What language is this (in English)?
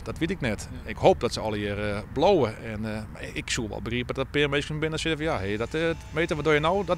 Western Frisian